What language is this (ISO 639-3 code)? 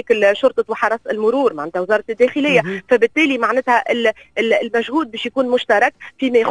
aeb